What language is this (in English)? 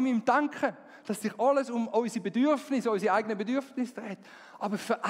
Swiss German